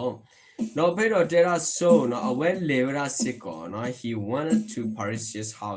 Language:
S'gaw Karen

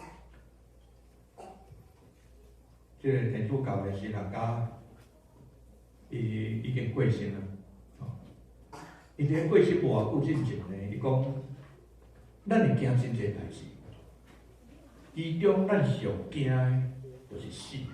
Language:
Min Nan Chinese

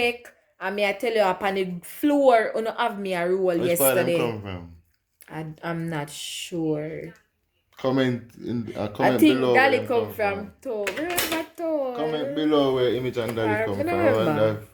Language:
Jamaican Creole English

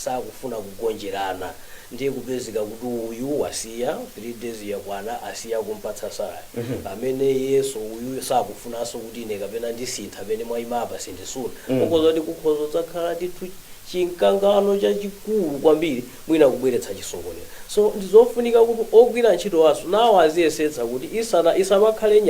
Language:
Nyanja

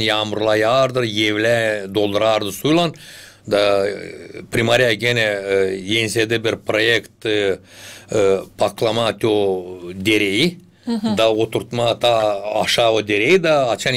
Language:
Gagauz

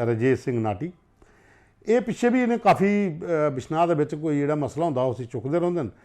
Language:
Dogri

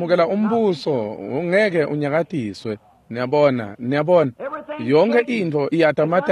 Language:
Swati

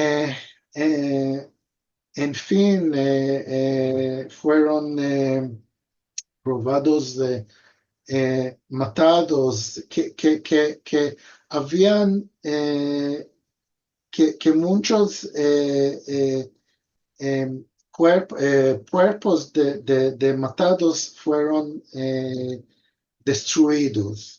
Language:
Ladino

